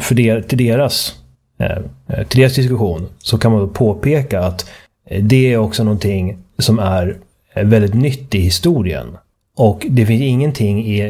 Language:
Swedish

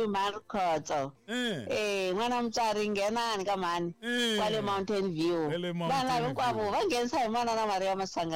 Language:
Tsonga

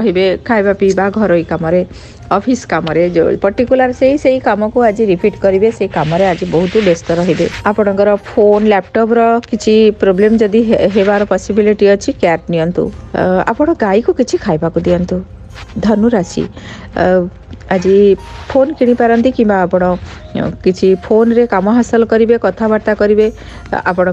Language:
Odia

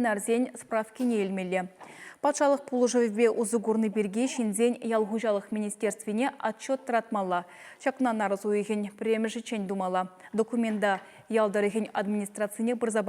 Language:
Chuvash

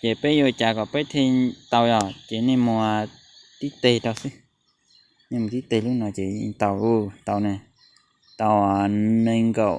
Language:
Hmong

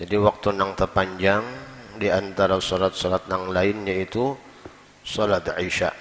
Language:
Banjar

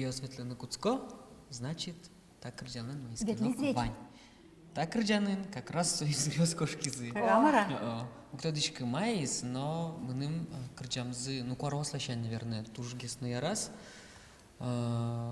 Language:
Udmurt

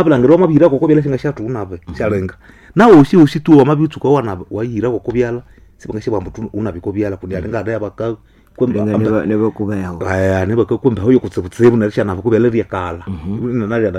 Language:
Nande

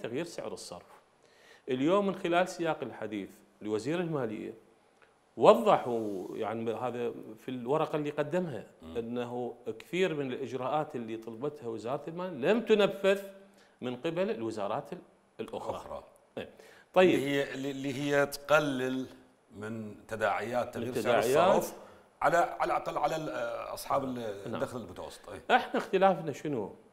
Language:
Mesopotamian Arabic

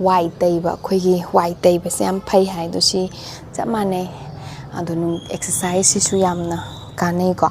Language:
Manipuri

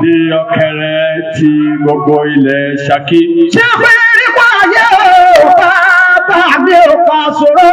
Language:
Yoruba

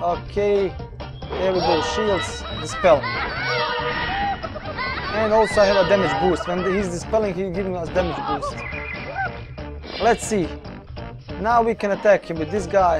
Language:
English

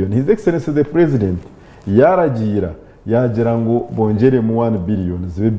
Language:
Nyankole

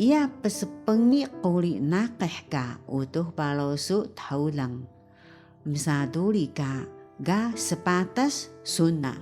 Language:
Taroko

